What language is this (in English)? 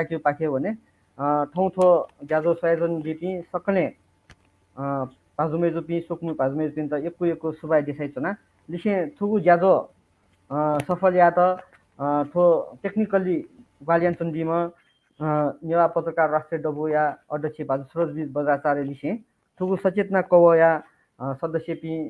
Newari